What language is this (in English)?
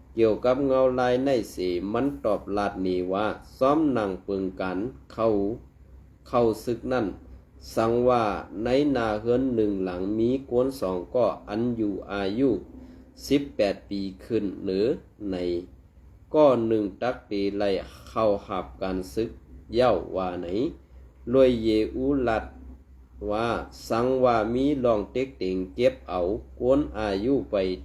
Shan